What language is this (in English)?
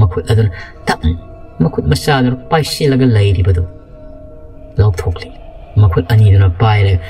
Manipuri